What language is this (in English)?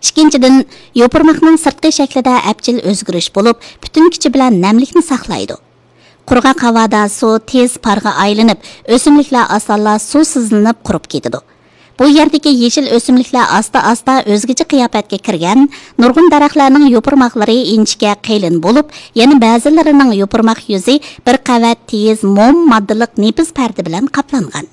Uyghur